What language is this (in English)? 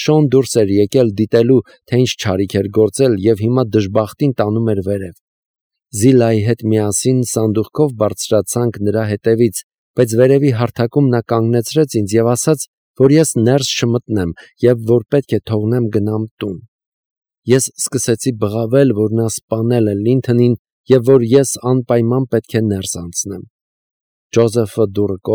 Armenian